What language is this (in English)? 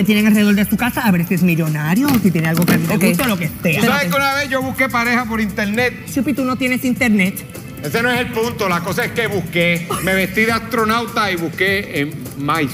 Spanish